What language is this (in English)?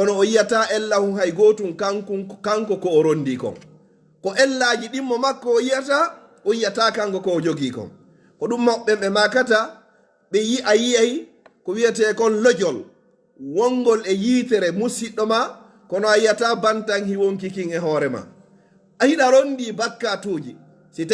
Pular